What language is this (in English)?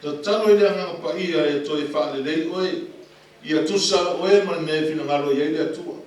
Samoan